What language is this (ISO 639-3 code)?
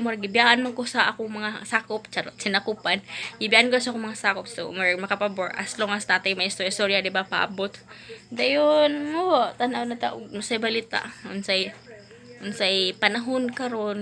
ceb